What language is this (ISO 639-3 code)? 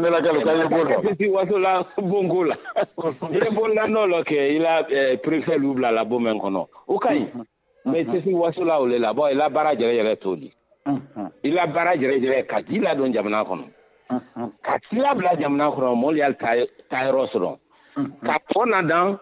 bam